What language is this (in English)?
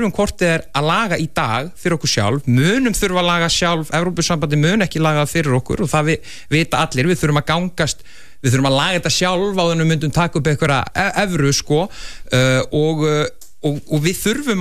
Icelandic